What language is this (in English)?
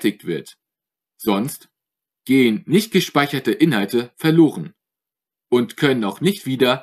German